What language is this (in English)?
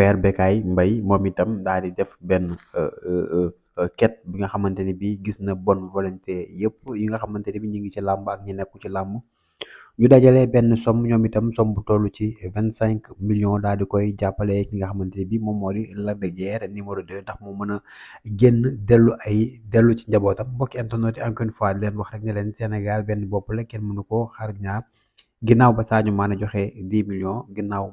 Wolof